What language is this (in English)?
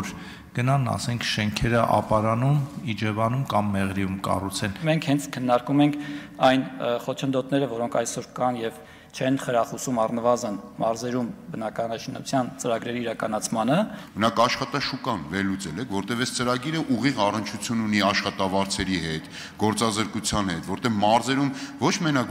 Armenian